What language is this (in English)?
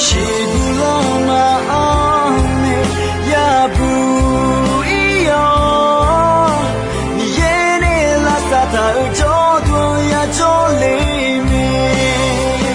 Akha